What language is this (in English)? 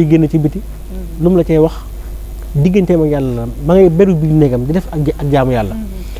Wolof